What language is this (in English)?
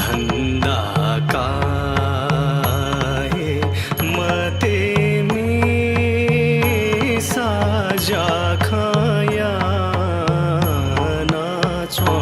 Newari